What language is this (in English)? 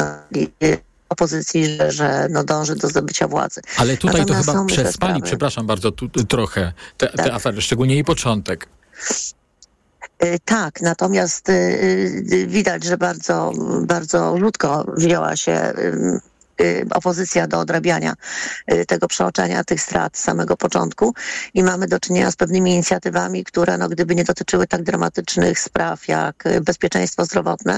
Polish